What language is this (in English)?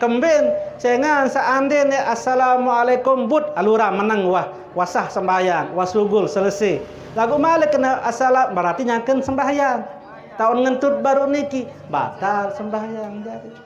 Sasak